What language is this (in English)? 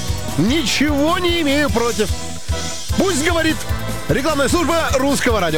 Russian